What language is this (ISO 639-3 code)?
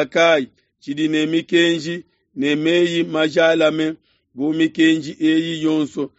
lua